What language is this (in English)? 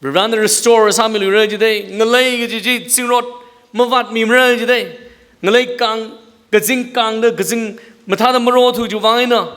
Tangkhul Naga (India)